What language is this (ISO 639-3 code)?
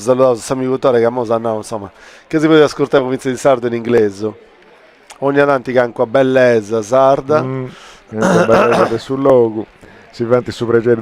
srd